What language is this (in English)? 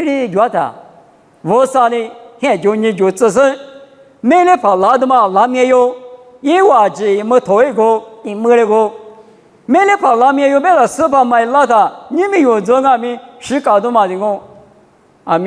Lisu